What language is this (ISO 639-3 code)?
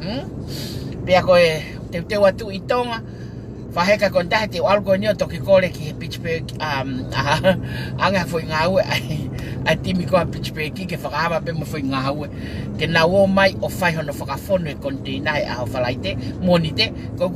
ton